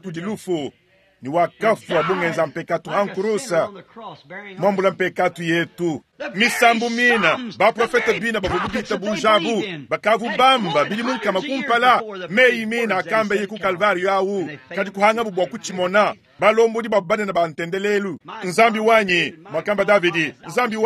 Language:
Luba-Lulua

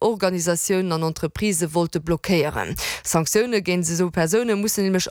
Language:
Luxembourgish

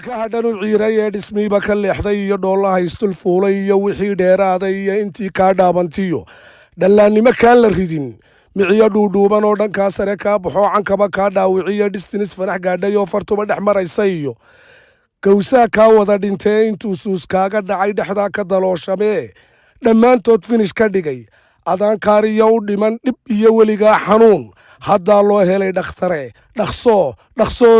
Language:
Somali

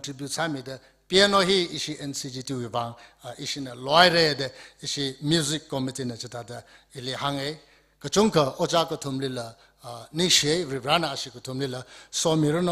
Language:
Tangkhul Naga (India)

